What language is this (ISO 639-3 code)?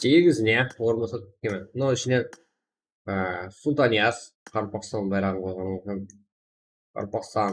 kaa